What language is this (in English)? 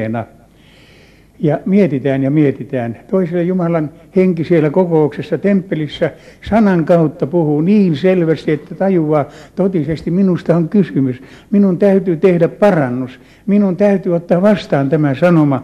Finnish